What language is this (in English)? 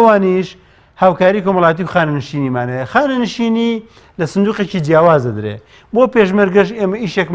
Central Kurdish